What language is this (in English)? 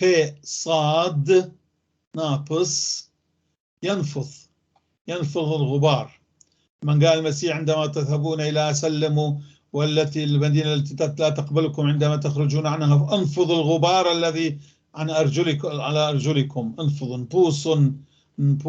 North Levantine Arabic